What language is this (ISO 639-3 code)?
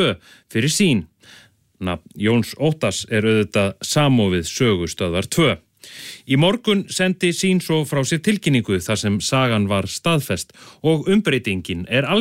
isl